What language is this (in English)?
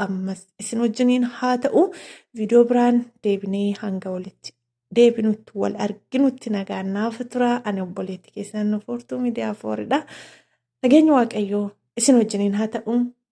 Oromo